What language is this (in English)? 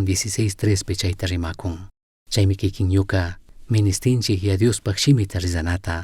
Chimborazo Highland Quichua